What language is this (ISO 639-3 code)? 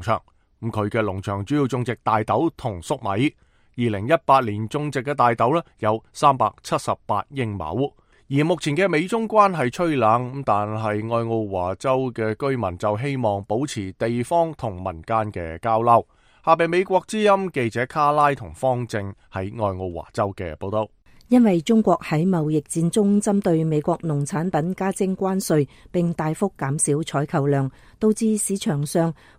yue